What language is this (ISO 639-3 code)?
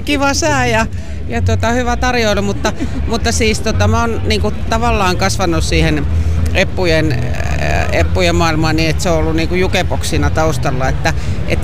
fin